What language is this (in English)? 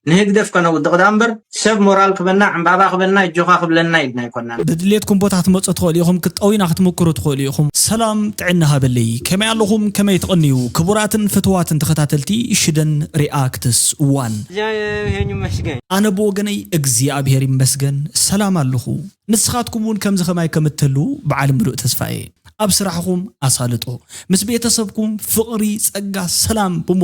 Tigrinya